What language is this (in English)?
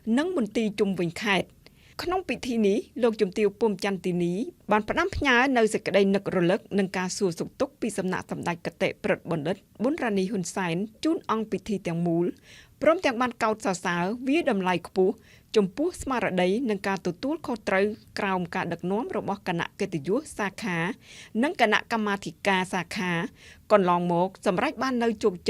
Khmer